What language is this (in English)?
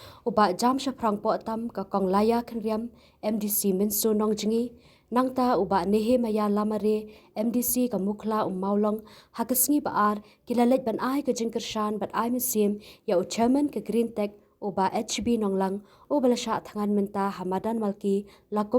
Khasi